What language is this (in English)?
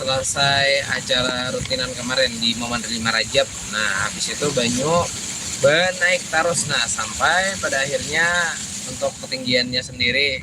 Banjar